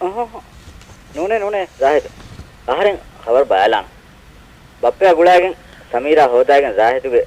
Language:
Divehi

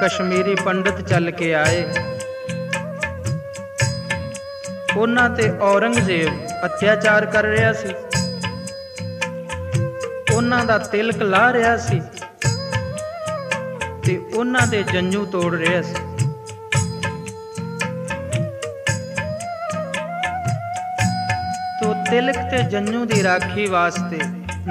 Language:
Punjabi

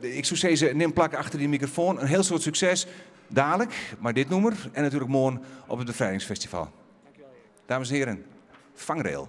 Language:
Western Frisian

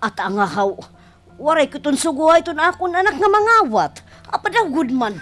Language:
Waray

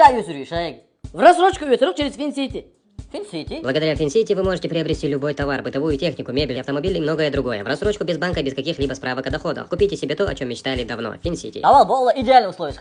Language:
Chechen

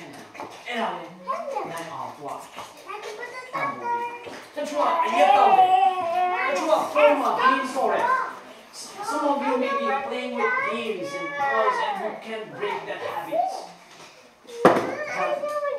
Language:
Burmese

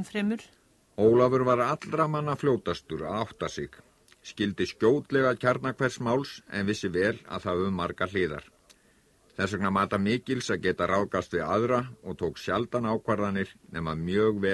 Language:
Icelandic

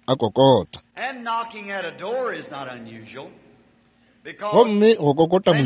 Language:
Northern Sotho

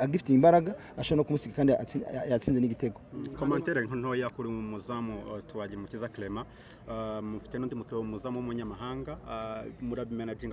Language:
Kinyarwanda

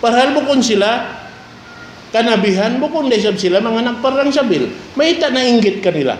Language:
Tausug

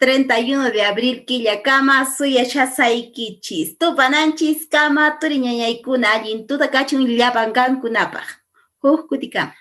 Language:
Quechua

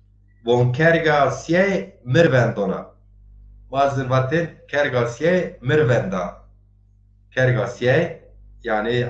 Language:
Zaza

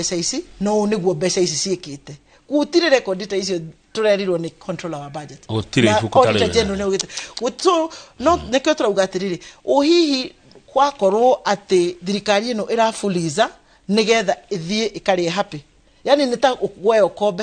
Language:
Kikuyu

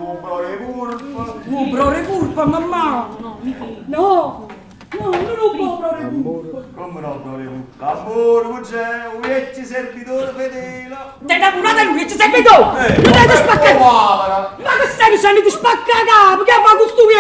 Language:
Neapolitan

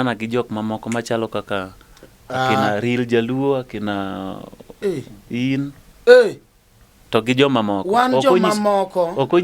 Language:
Luo (Kenya and Tanzania)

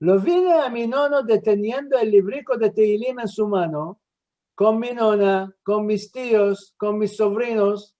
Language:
Ladino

